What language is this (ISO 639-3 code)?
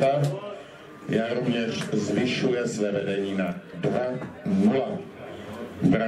ces